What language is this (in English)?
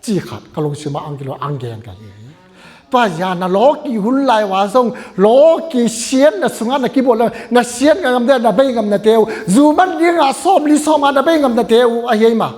Tedim Chin